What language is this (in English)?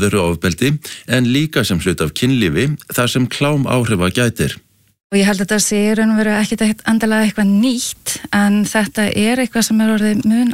Icelandic